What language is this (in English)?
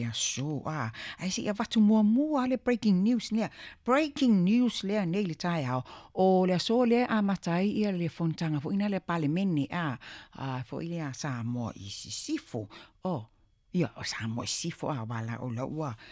Samoan